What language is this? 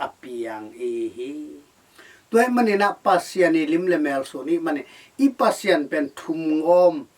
Tedim Chin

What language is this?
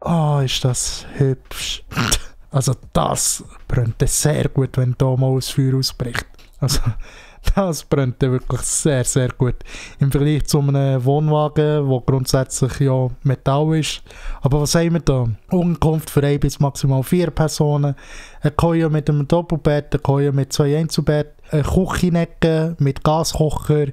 Swiss German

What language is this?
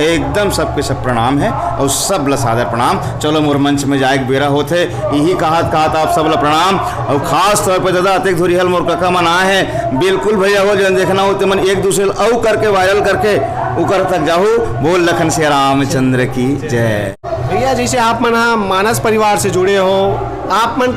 Chhattisgarhi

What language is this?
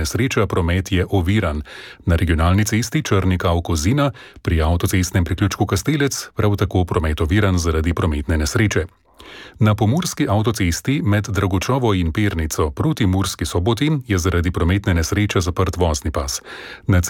Slovenian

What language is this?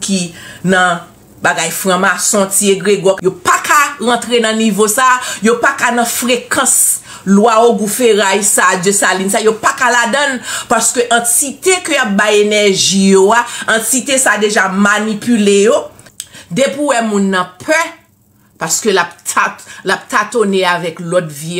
Haitian Creole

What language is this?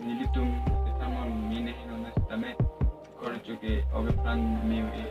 Karbi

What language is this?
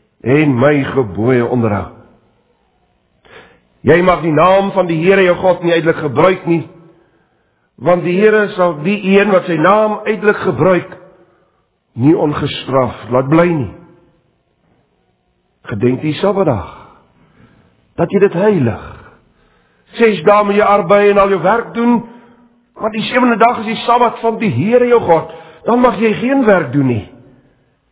Afrikaans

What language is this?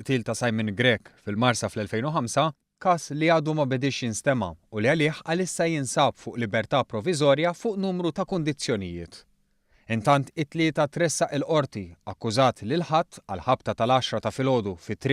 Maltese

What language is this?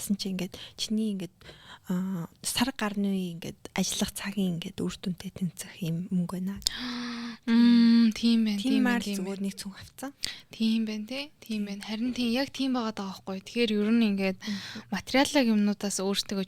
Mongolian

